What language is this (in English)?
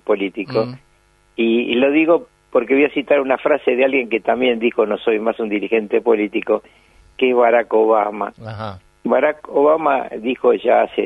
Spanish